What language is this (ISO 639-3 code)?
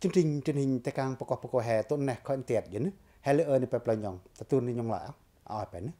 pac